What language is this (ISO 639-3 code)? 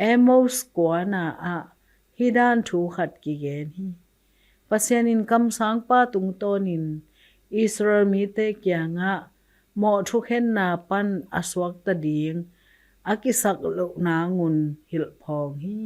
ctd